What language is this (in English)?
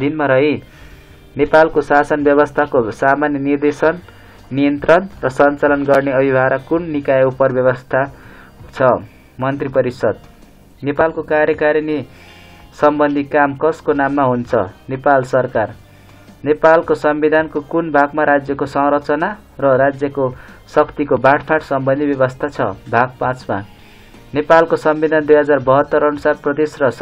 Nepali